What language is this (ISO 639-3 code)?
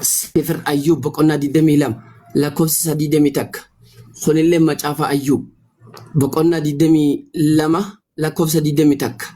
orm